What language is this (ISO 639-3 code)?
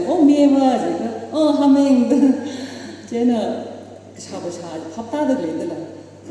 nmf